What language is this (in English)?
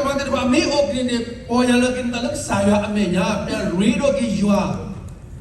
S'gaw Karen